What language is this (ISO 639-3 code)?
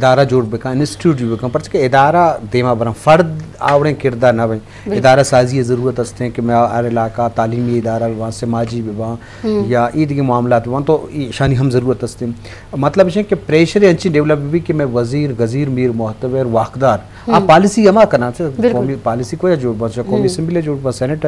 bal